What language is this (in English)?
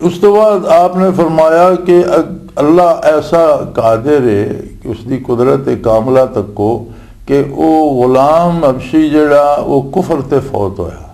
Western Panjabi